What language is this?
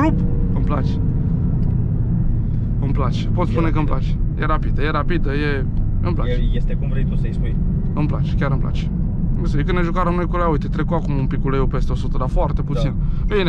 Romanian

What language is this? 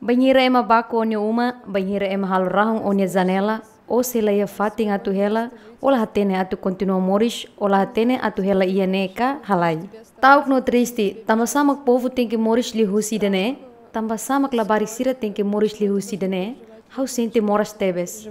Tetum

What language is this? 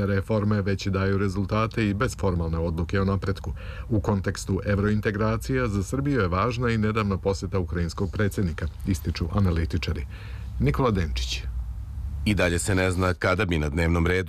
Serbian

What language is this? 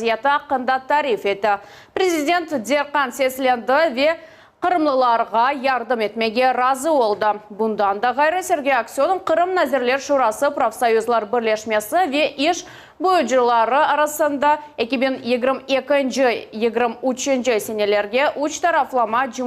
Crimean Tatar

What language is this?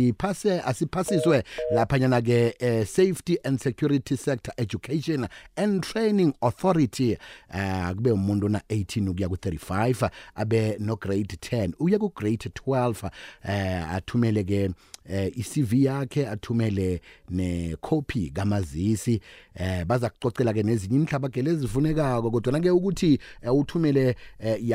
South Ndebele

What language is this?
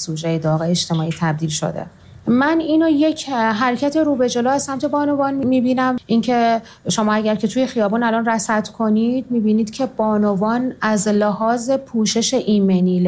Persian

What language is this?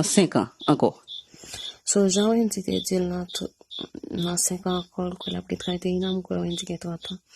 Haitian Creole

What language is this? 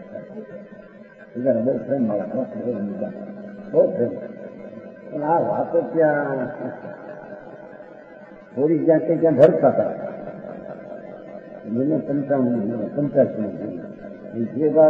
Gujarati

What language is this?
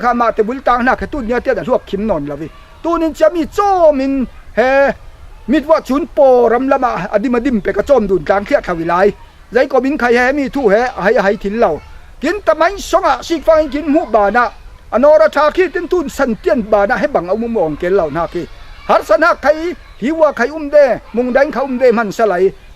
Falam Chin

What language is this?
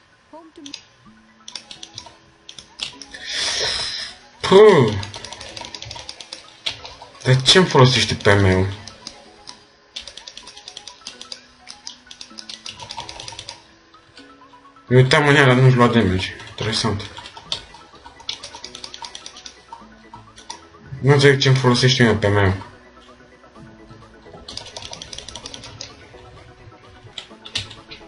Romanian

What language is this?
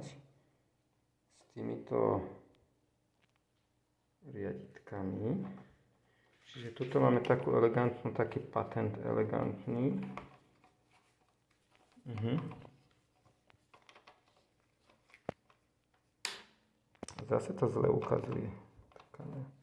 Slovak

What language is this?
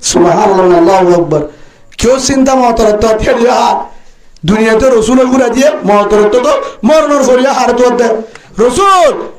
Rohingya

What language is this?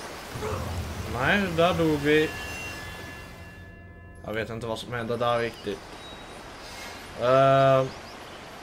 Swedish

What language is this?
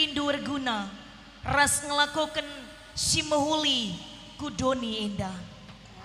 Batak Karo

